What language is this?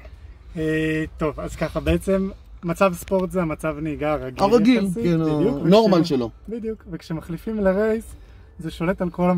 Hebrew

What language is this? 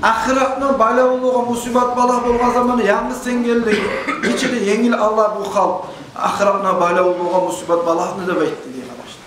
Kumyk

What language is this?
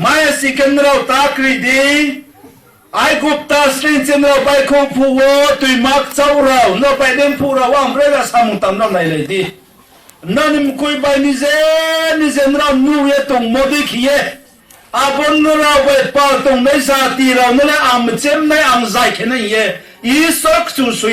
Riang (India)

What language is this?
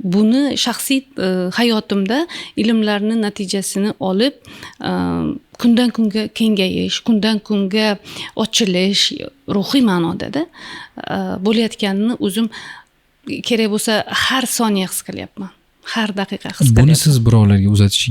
Uzbek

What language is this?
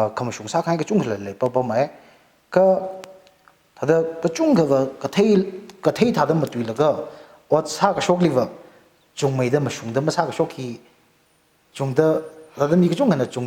Tangkhul Naga (India)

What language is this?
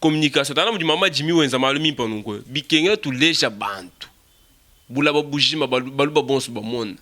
Luba-Lulua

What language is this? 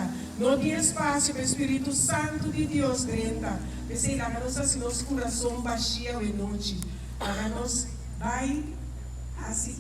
Papiamento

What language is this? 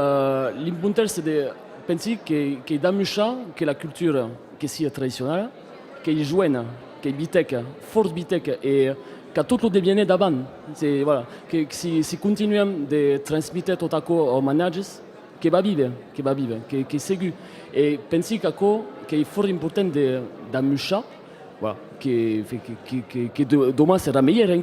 Occitan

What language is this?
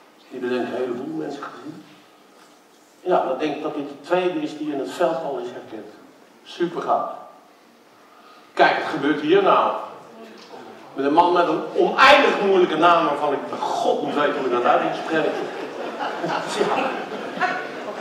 Dutch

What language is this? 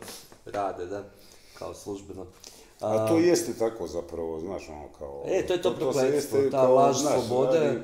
Bosnian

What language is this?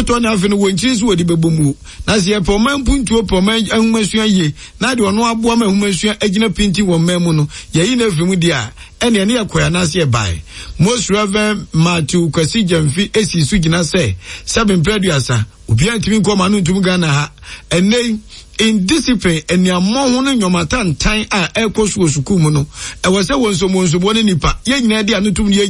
Akan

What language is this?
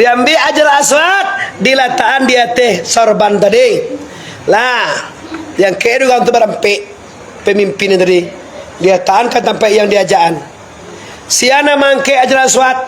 Minangkabau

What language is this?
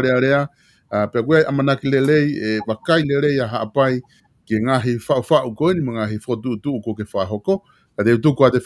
Tongan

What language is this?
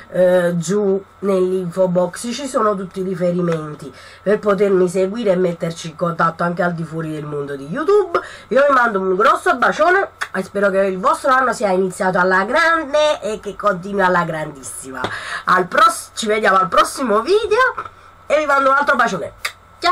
Italian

